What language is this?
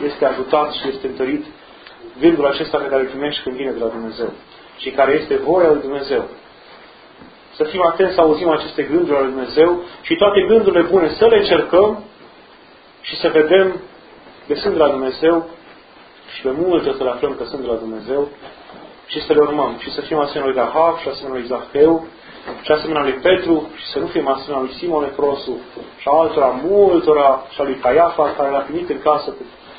Romanian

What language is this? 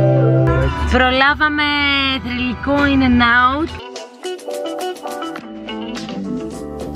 Greek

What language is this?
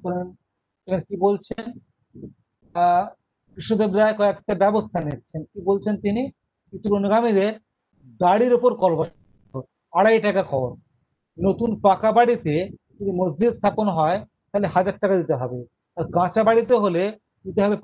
Bangla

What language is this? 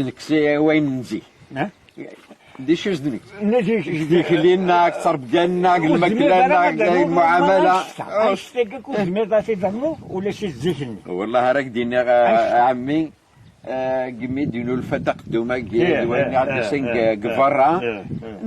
Kabyle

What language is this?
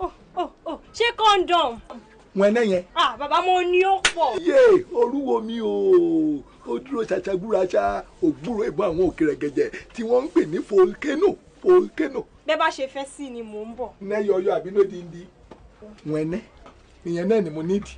Yoruba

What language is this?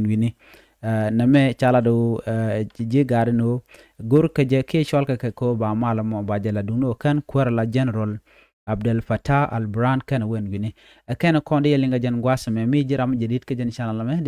Nuer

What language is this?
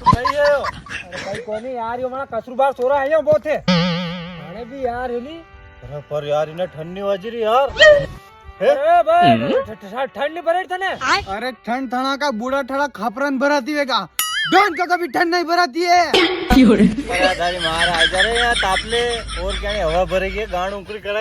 Rajasthani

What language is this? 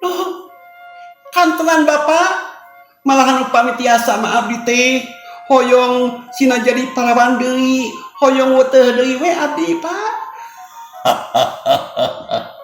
Sundanese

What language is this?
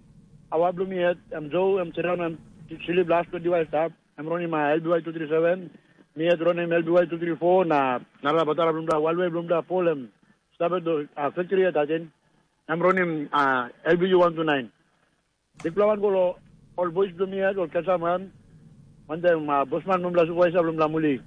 Tok Pisin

